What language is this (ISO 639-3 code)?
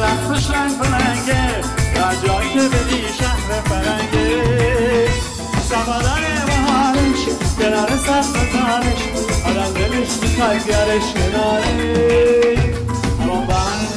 fas